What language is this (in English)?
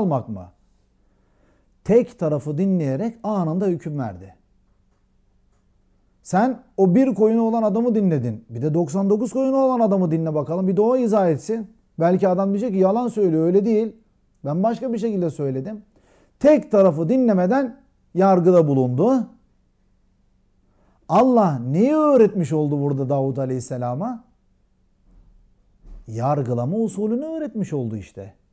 Turkish